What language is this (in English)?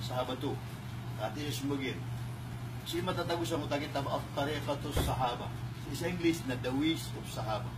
Maranao